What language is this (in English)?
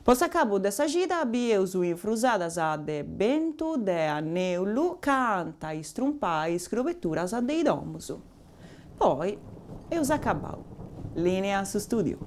Sardinian